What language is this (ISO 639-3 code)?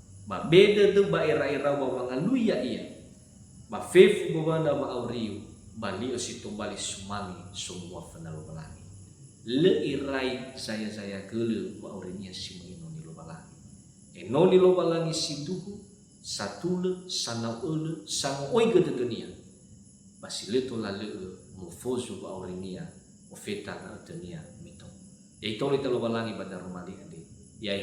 nia